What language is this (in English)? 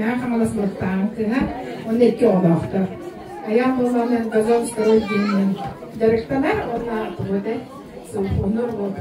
Yakut